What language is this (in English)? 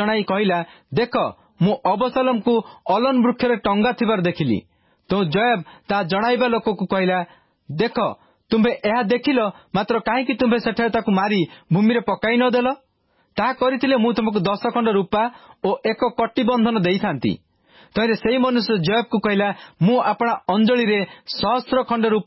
Odia